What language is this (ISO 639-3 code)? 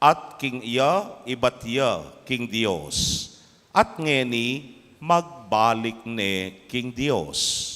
pam